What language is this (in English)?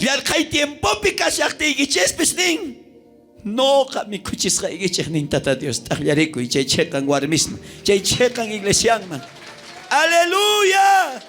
South Bolivian Quechua